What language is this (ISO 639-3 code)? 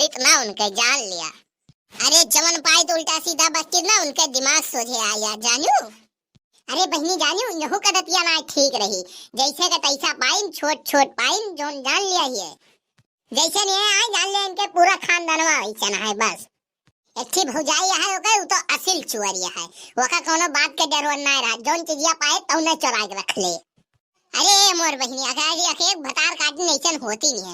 awa